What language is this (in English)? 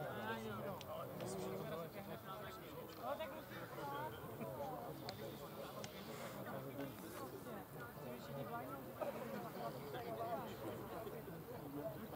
Czech